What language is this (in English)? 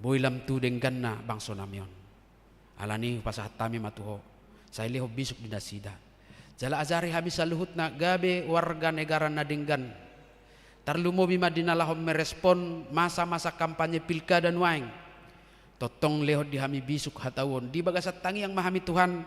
Batak Toba